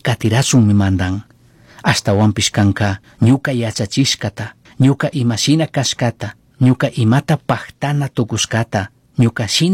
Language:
Chimborazo Highland Quichua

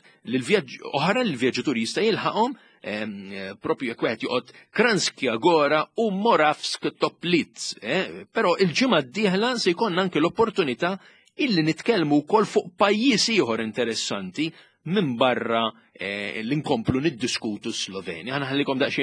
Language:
Maltese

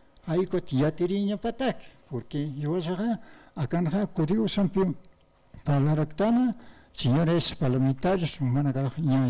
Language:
Aymara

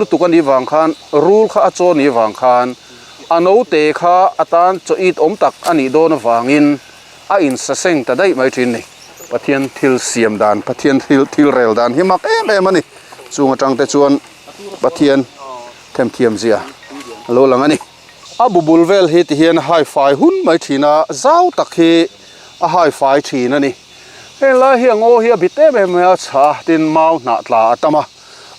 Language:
Mizo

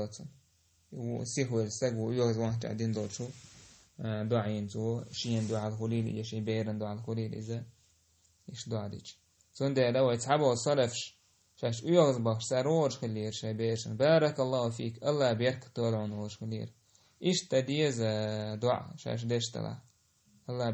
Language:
Chechen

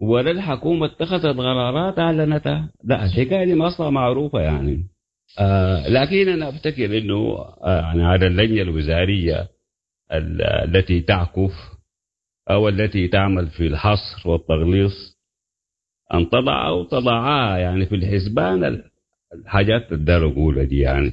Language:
Sudanese Arabic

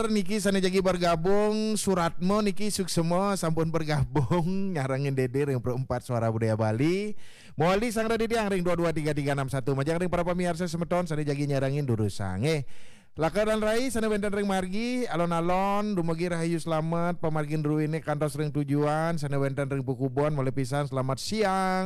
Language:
Balinese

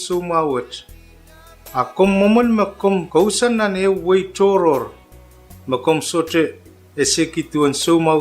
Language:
Pohnpeian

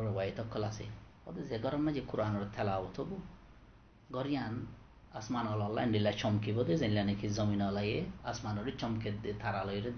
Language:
Rohingya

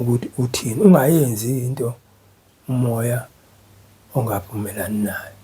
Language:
Zulu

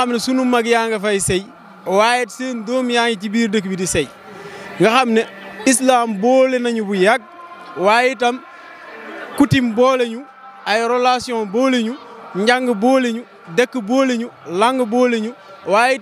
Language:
Wolof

